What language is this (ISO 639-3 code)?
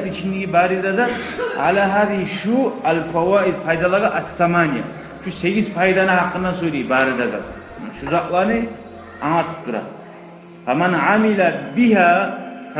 kum